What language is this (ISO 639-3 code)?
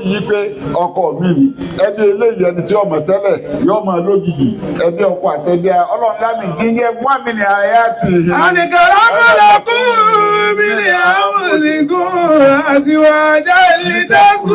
yor